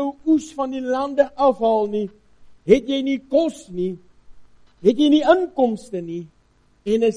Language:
Afrikaans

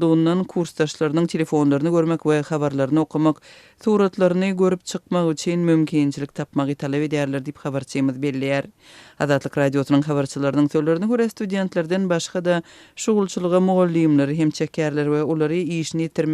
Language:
Turkmen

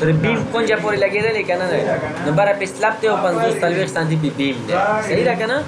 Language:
Pashto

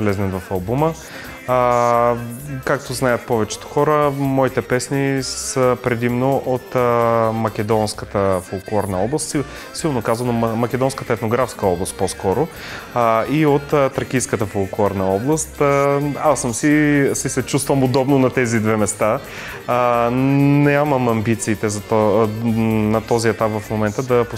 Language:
Bulgarian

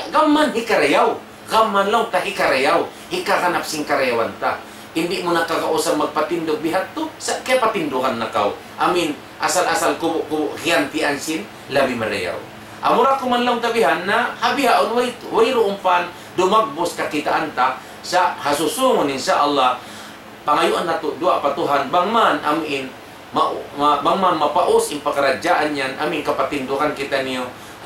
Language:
Tausug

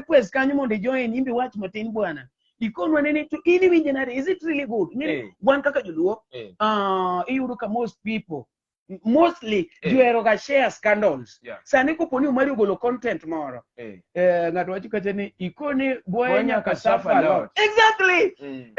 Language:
Luo (Kenya and Tanzania)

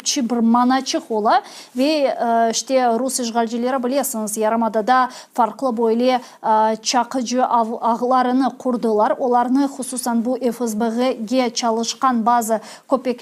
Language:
Crimean Tatar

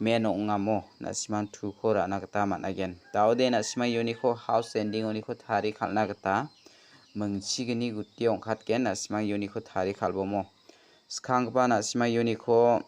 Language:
Garo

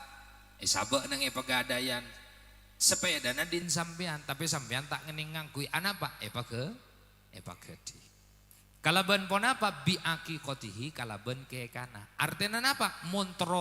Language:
Madurese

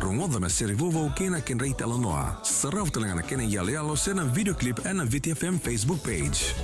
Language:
Fijian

